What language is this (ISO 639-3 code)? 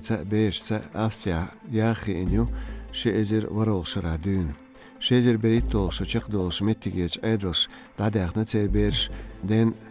che